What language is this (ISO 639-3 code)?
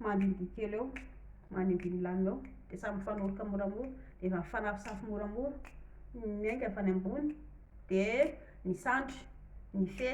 mlg